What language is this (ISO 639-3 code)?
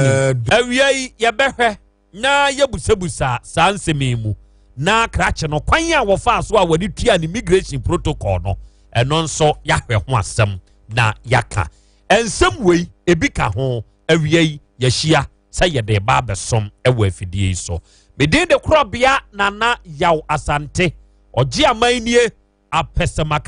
aka